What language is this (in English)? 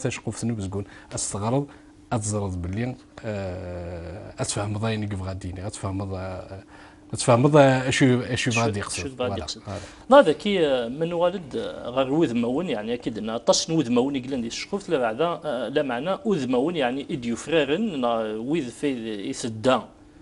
Kabyle